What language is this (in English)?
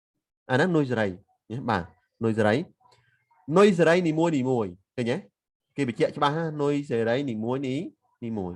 Khmer